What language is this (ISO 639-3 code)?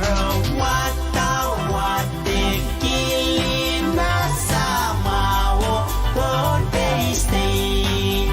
pon